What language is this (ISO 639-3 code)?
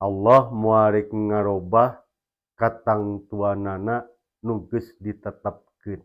sun